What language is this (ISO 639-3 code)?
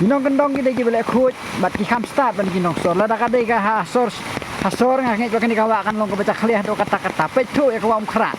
kha